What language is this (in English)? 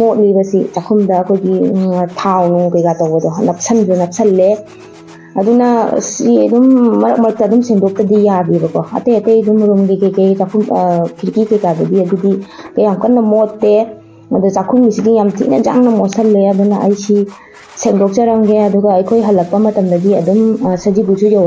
Manipuri